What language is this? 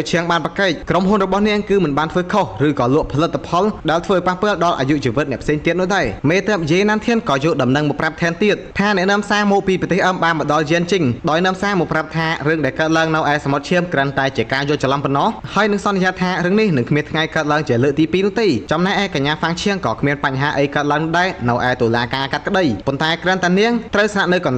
Khmer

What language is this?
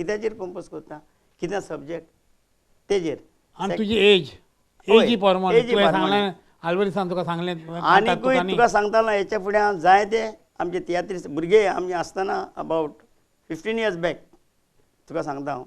Konkani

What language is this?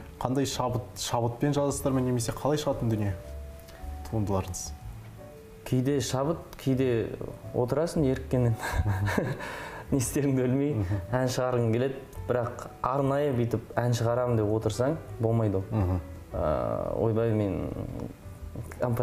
Kazakh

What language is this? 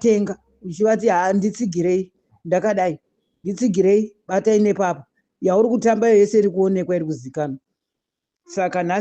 Shona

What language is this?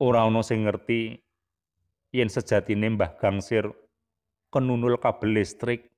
Javanese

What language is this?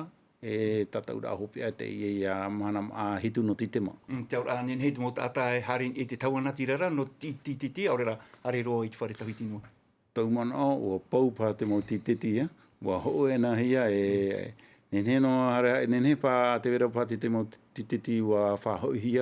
Tahitian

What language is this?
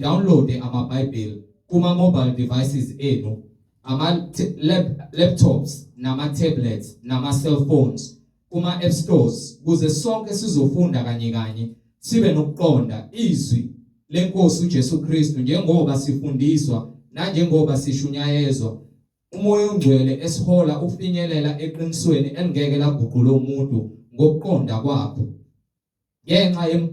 Zulu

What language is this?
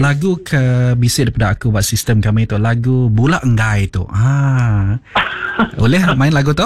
Iban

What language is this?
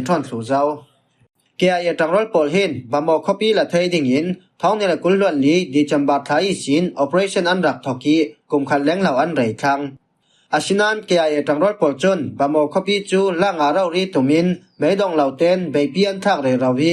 Falam Chin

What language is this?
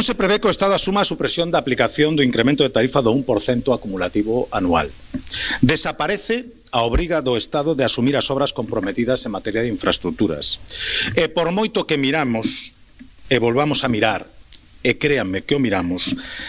Galician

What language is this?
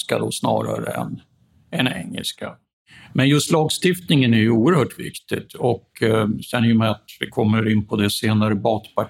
Swedish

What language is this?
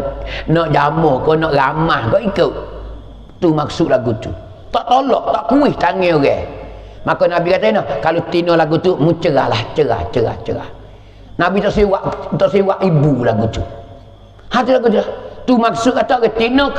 Pattani Malay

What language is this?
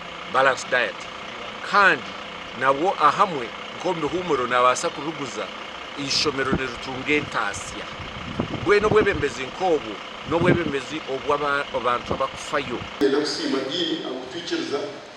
Nyankole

